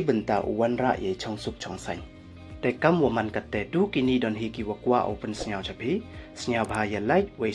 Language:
Pnar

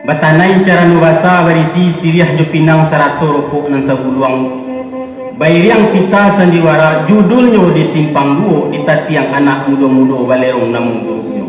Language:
Minangkabau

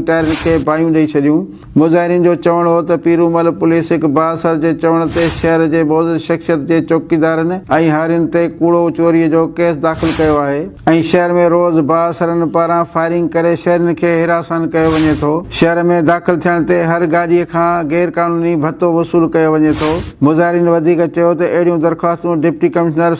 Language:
Sindhi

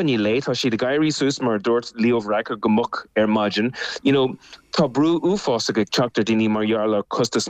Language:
Irish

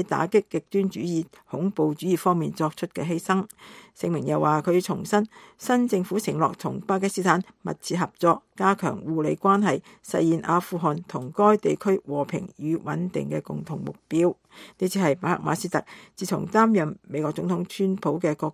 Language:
Cantonese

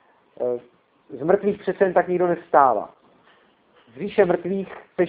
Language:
Czech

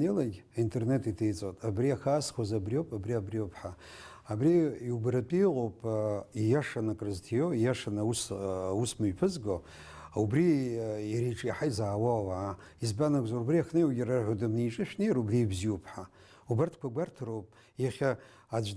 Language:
Abkhazian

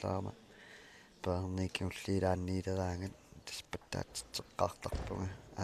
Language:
Kalaallisut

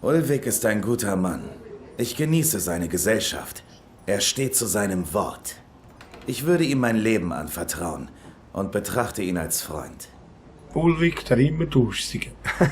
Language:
Swiss German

